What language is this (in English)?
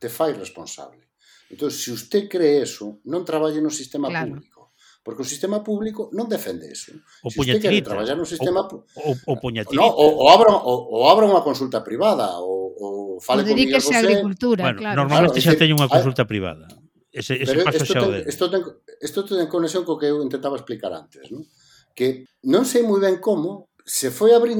Galician